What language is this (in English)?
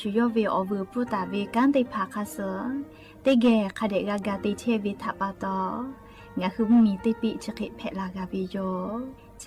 Lahu